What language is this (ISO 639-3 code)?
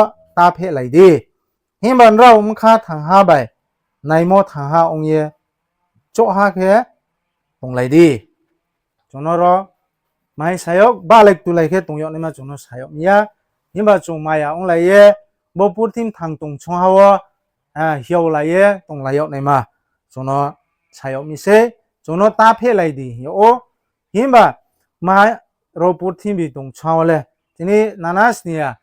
ria